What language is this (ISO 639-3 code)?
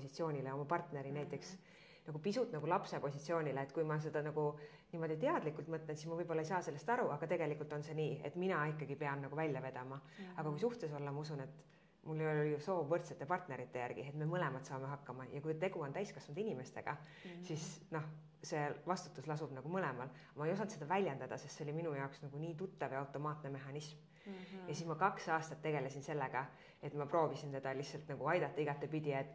est